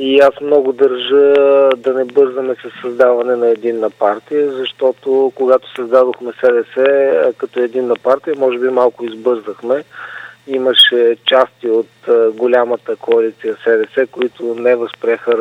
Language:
Bulgarian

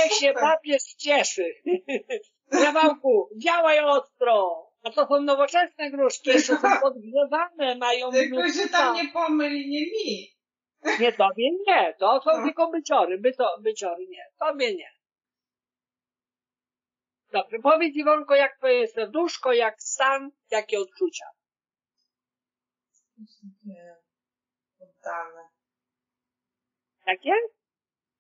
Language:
Polish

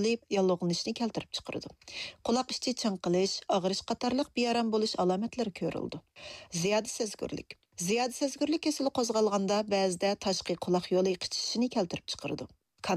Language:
Uyghur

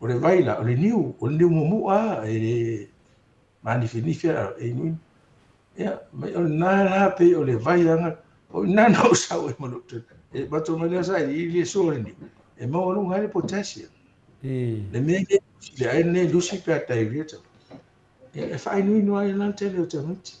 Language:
Samoan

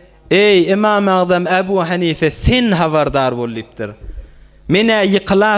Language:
Turkmen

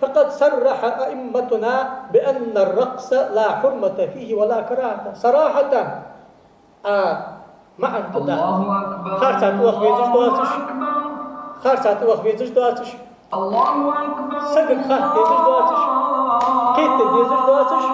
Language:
Ingush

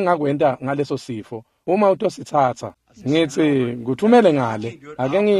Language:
Swati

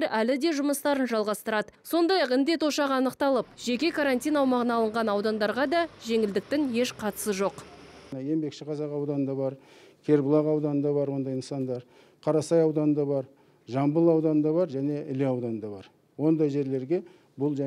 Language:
Kazakh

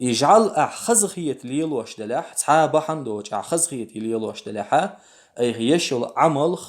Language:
Chechen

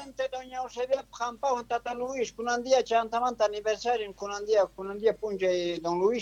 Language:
Quechua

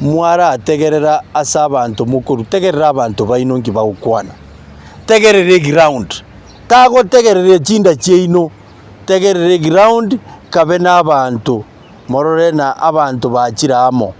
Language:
Gusii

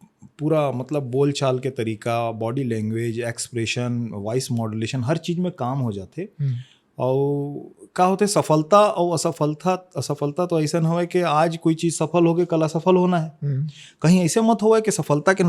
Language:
Chhattisgarhi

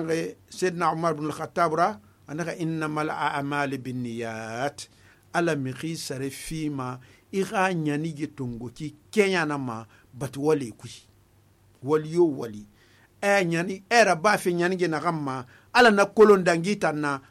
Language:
Susu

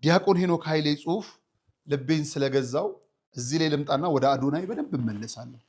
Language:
Amharic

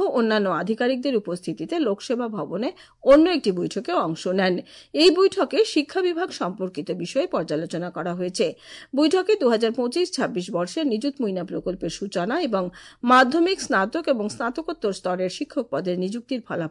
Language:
Bangla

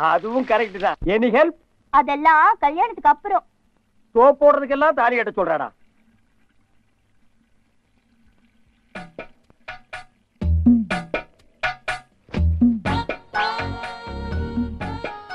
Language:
Tamil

